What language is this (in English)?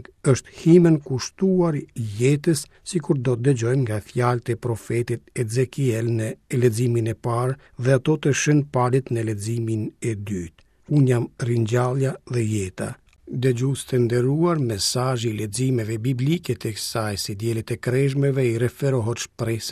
Albanian